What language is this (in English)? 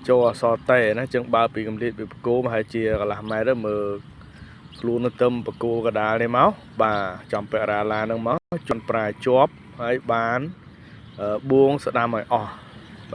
Khmer